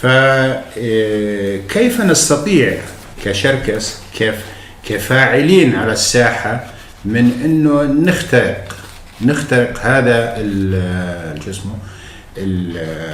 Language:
North Levantine Arabic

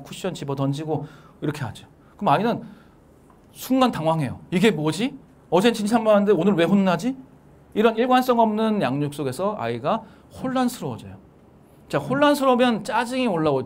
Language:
Korean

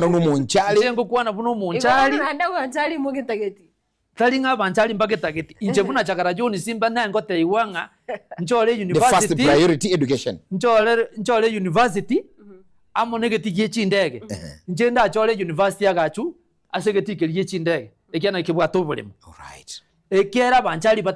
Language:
Gusii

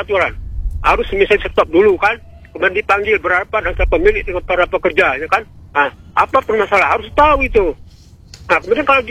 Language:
Indonesian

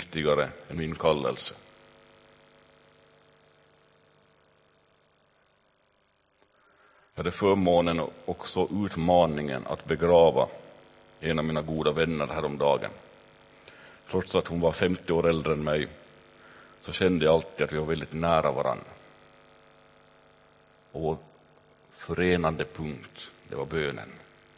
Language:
Swedish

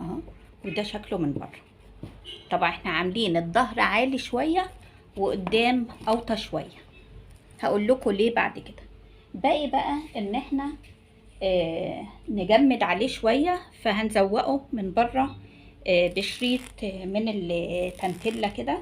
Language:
Egyptian Arabic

